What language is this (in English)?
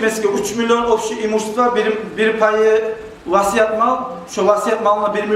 Kumyk